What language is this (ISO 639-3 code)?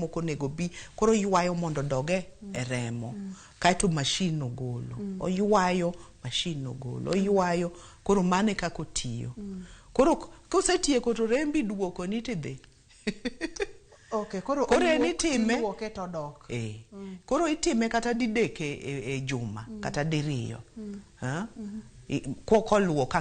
luo